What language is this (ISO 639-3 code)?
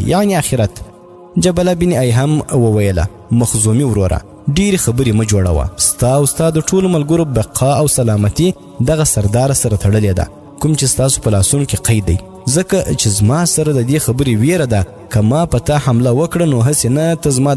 pus